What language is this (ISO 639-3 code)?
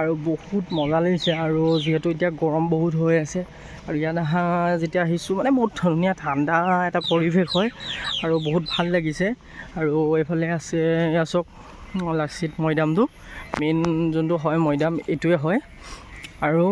asm